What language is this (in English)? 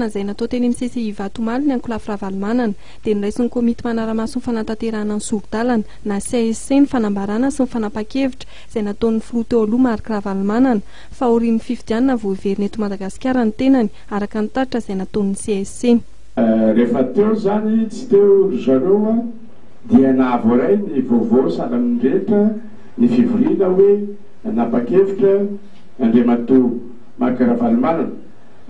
Malagasy